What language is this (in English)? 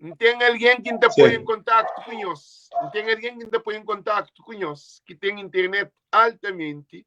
Kabuverdianu